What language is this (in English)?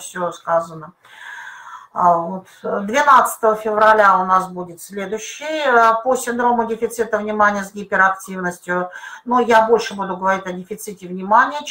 Russian